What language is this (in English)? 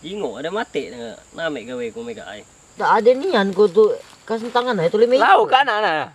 Musi